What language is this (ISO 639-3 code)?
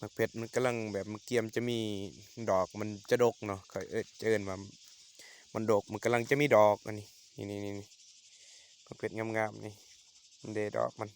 lao